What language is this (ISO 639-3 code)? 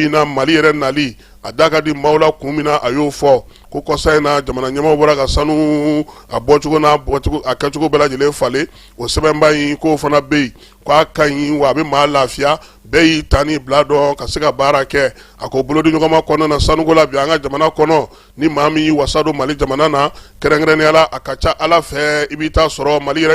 bam